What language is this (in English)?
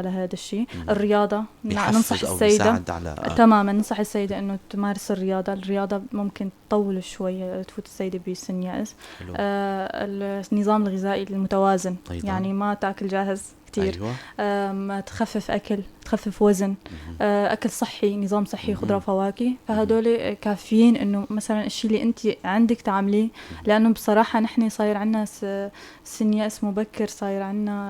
North Levantine Arabic